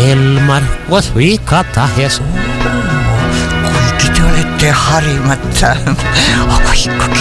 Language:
Estonian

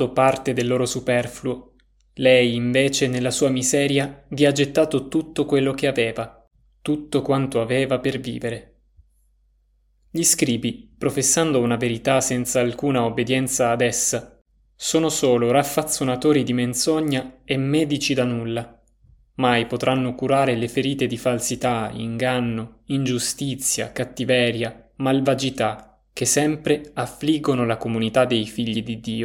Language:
Italian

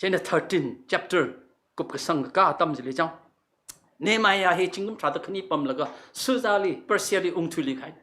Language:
Tangkhul Naga (India)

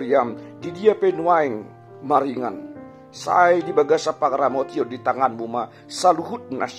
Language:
Batak Toba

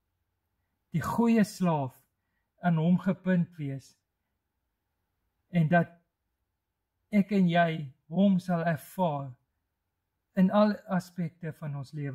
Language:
Afrikaans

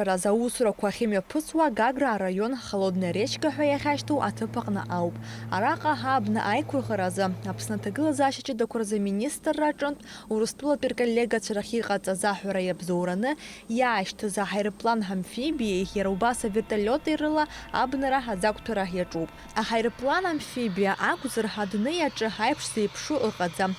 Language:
Abkhazian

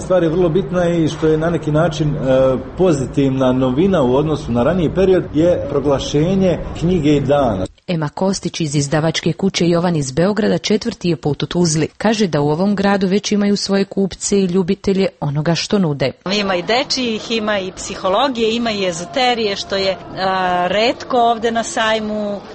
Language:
Croatian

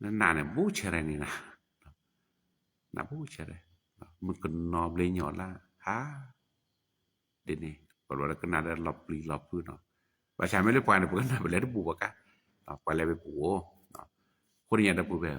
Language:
S'gaw Karen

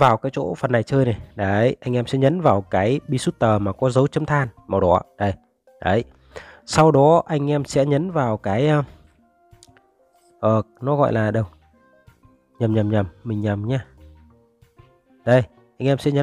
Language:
Vietnamese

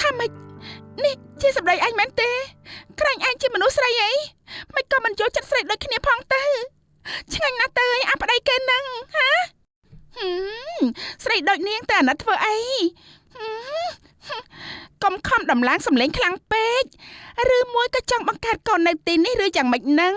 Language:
Khmer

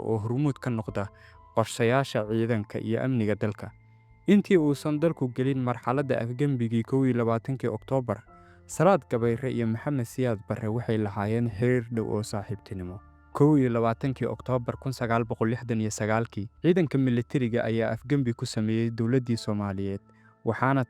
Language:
Somali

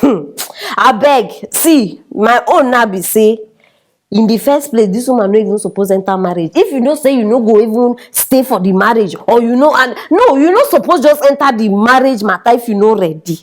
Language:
Nigerian Pidgin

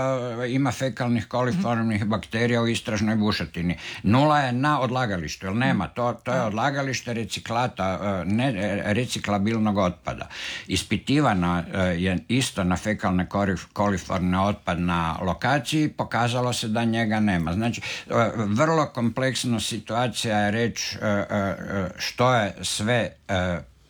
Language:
Croatian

